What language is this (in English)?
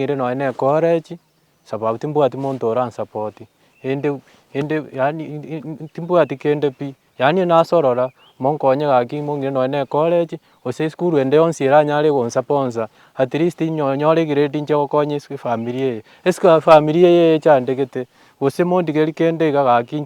Gusii